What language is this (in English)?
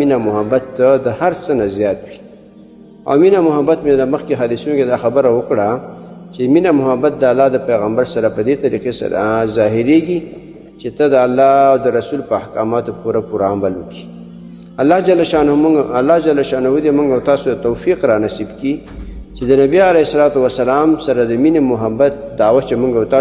Pashto